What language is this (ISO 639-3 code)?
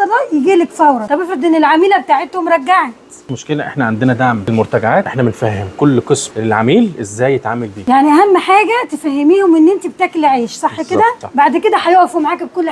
arz